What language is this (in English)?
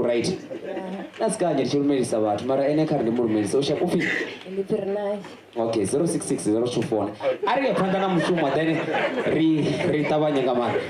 Venda